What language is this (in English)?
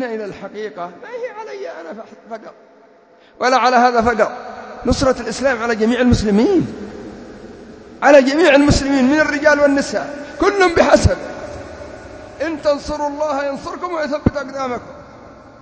Arabic